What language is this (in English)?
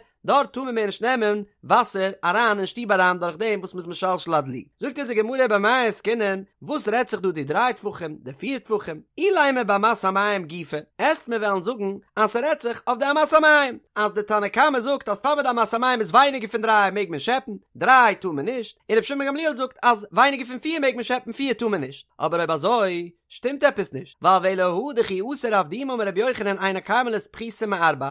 Yiddish